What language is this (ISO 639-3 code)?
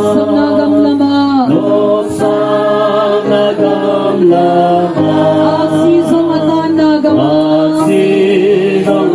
ctd